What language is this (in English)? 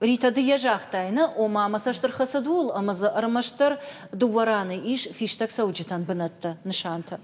Ossetic